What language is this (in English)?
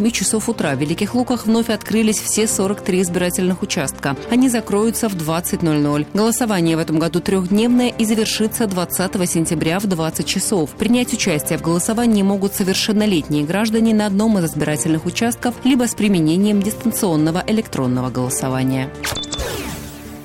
Russian